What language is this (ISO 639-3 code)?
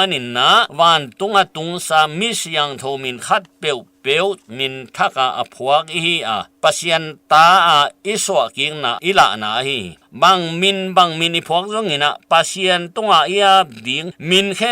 ctd